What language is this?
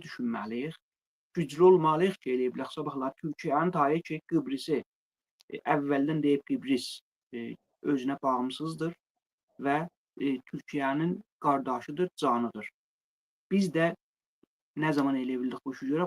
Azerbaijani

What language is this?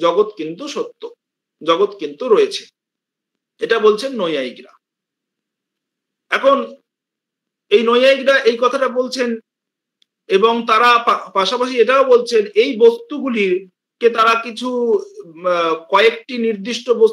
Bangla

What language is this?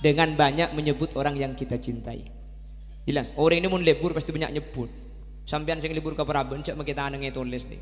Madurese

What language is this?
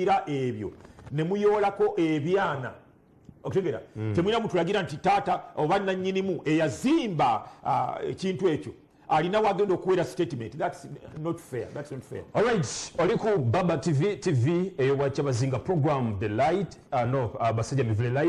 Ganda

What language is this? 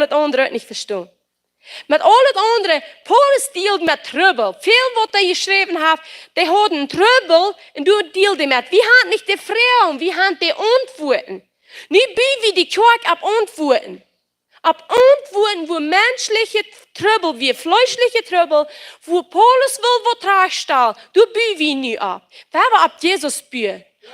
Plautdietsch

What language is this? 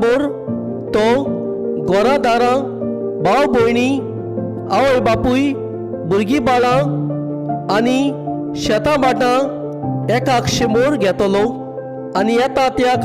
Konkani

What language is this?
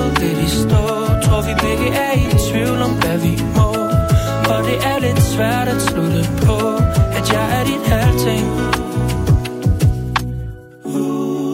Danish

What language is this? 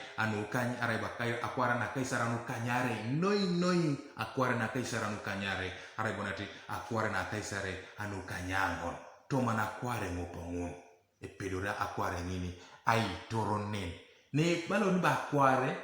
Teso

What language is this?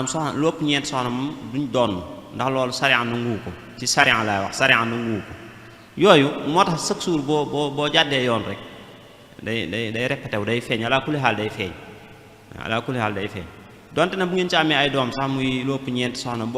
Wolof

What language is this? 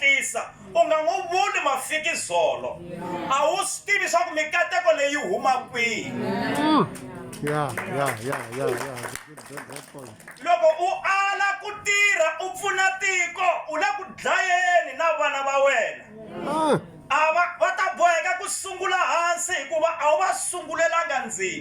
Tsonga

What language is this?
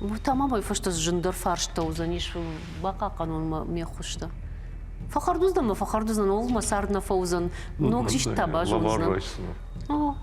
Ossetic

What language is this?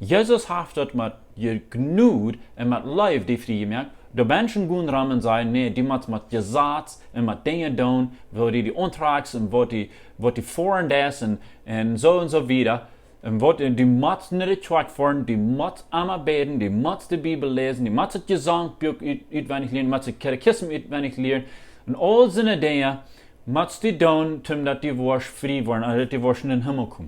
Plautdietsch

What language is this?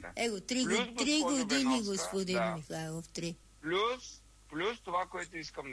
Bulgarian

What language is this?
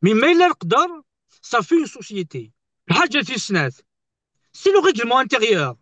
Kabyle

